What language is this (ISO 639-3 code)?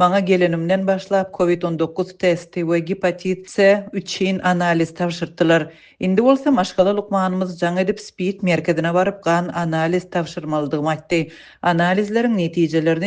tuk